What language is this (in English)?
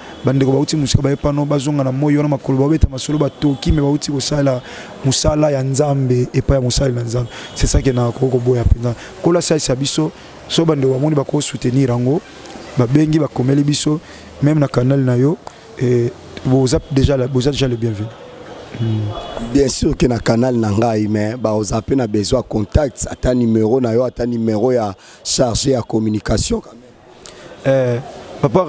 Lingala